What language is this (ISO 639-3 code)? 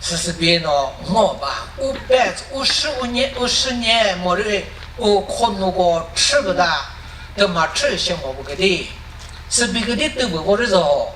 nri